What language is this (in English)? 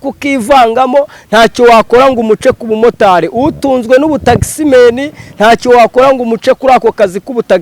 Kinyarwanda